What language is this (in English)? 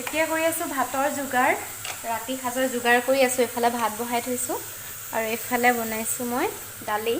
Assamese